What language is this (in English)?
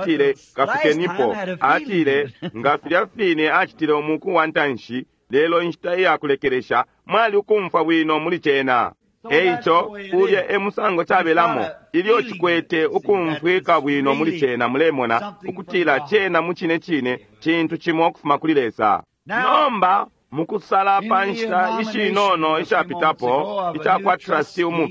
Bemba